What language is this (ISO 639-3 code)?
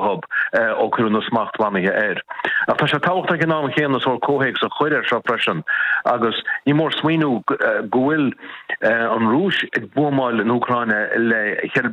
gle